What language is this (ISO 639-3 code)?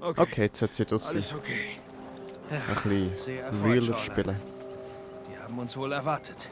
gsw